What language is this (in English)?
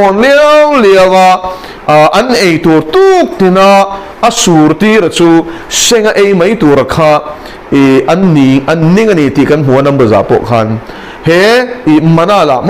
Mizo